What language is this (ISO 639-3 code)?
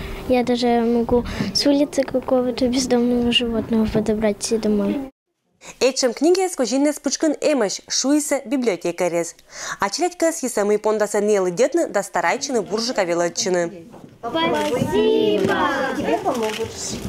koi